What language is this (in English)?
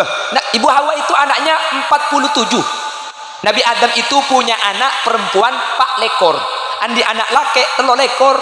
Madurese